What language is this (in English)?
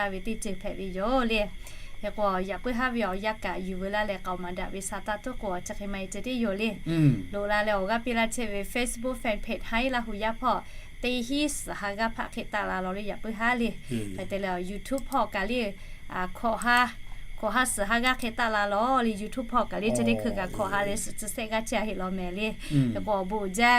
Lahu